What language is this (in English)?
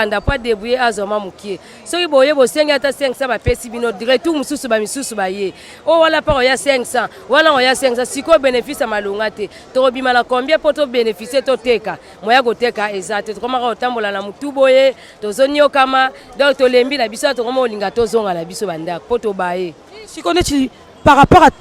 Lingala